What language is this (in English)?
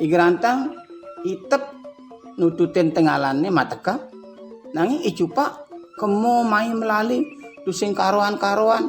Balinese